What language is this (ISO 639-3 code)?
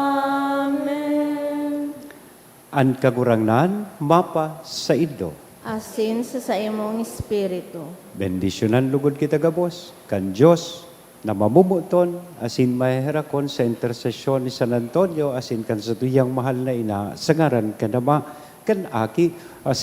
bik